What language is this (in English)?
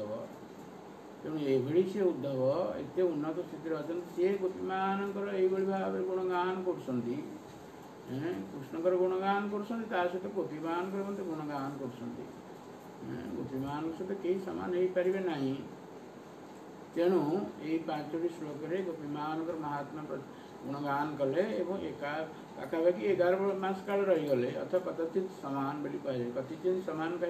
Odia